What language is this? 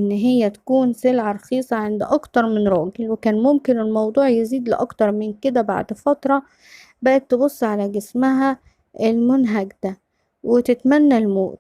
Egyptian Arabic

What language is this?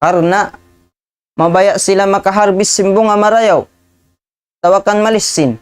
Tausug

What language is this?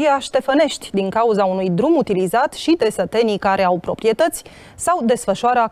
Romanian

